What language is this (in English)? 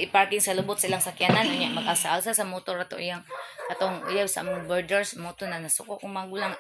Cebuano